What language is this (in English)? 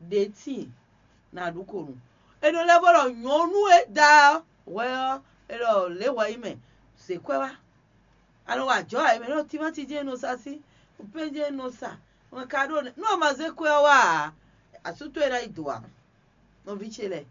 Fon